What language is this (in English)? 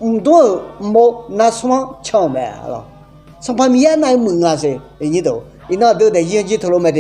Akha